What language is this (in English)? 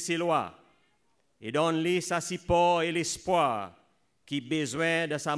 Seselwa Creole French